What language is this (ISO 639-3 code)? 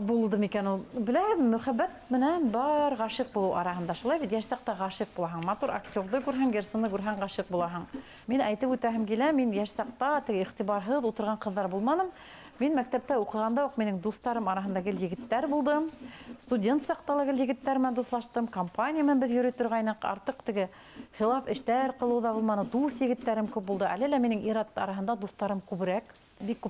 bak